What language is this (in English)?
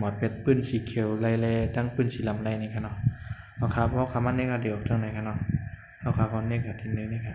Shan